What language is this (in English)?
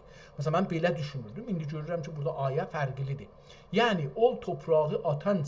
South Azerbaijani